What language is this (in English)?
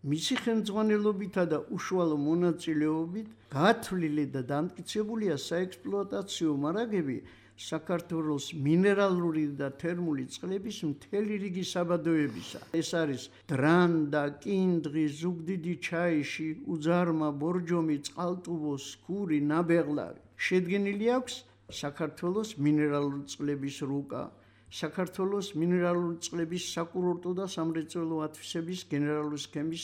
Georgian